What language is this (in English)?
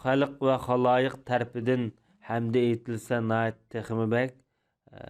Uyghur